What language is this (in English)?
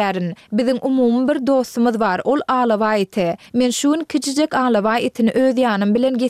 Turkmen